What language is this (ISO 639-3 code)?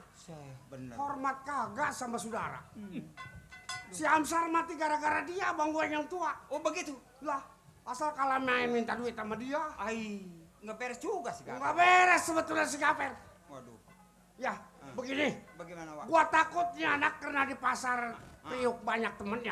bew